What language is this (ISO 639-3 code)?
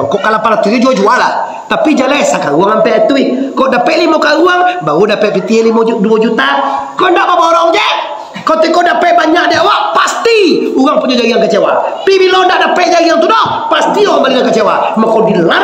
min